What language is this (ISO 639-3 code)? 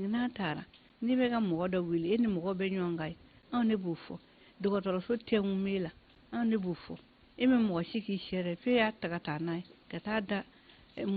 bam